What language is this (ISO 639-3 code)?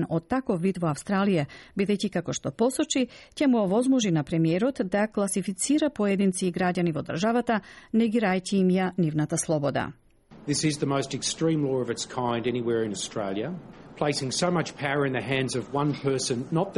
mkd